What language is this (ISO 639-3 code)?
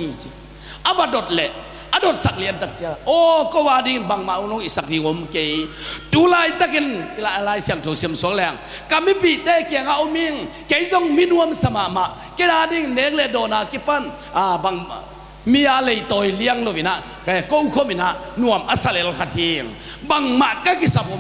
ctd